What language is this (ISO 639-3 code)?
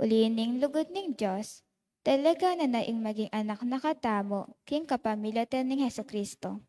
pam